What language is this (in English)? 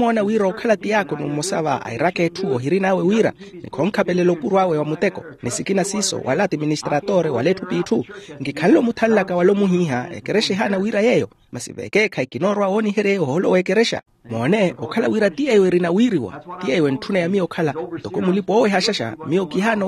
Makhuwa